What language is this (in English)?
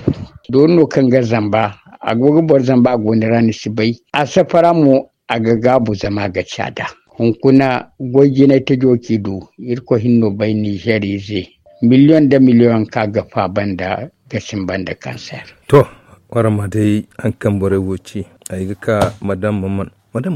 Zarma